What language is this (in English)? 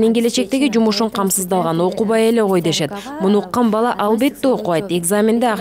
Kyrgyz